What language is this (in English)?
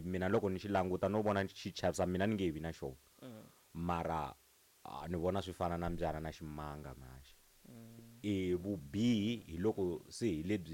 Tsonga